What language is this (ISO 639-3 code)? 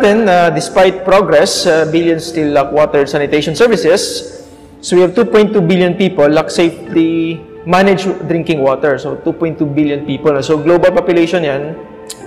fil